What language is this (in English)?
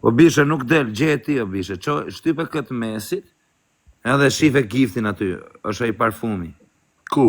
Albanian